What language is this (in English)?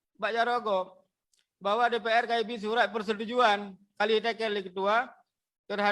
Achinese